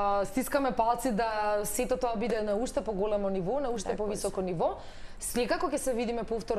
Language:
Macedonian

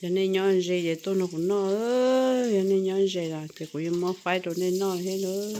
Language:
Hmong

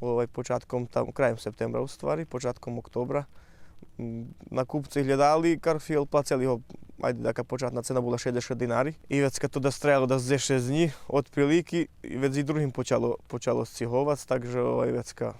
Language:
Rusyn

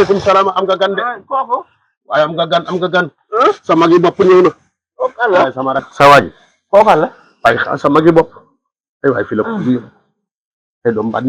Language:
Wolof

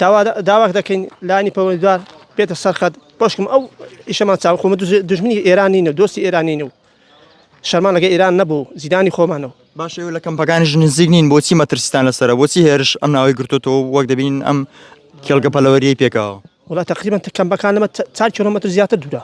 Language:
Central Kurdish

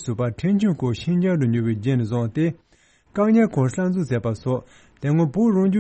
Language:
Tibetan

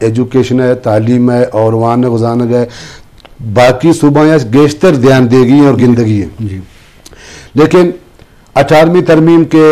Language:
Eastern Balochi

